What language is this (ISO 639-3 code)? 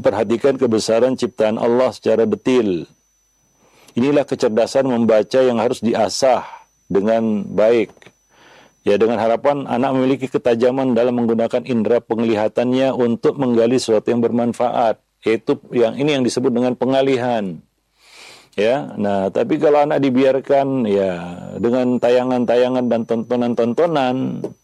ind